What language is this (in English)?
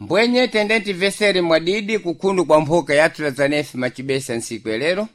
Sena